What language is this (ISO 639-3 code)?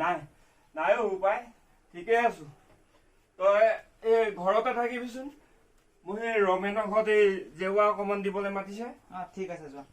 asm